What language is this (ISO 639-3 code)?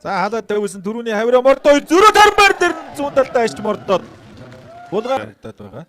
mon